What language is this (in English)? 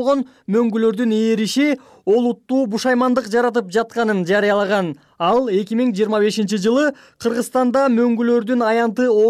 Kyrgyz